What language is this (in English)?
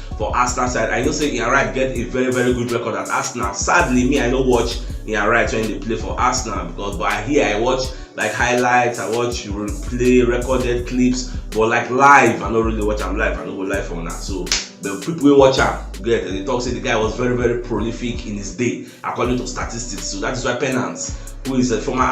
Nigerian Pidgin